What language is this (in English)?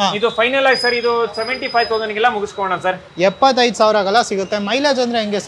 Kannada